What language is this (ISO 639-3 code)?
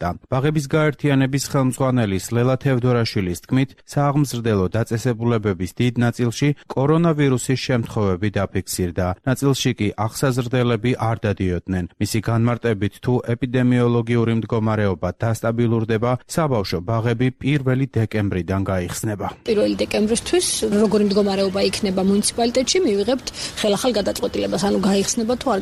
kat